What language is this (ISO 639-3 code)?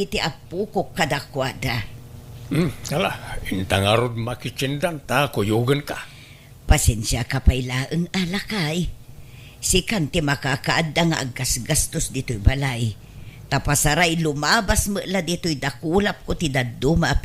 ilo